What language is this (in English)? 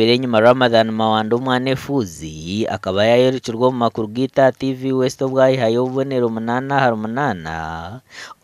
Nyankole